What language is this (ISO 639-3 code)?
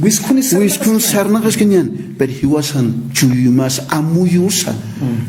aym